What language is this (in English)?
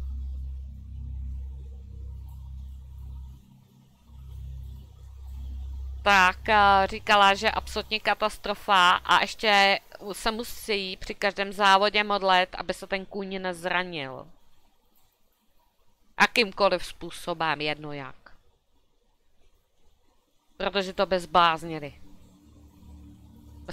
Czech